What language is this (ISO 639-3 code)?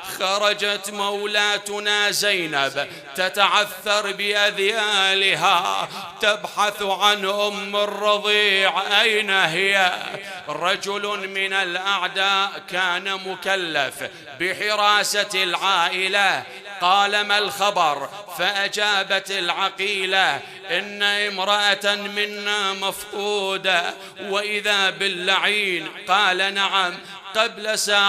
acm